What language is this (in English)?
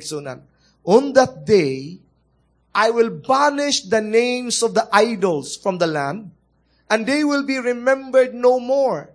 Cebuano